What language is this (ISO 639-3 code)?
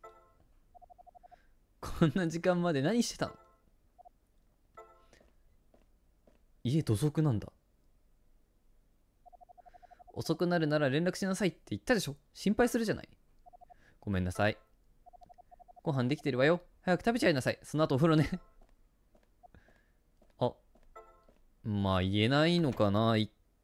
jpn